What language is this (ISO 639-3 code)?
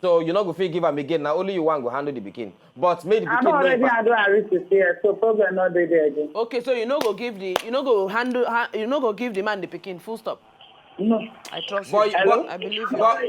pcm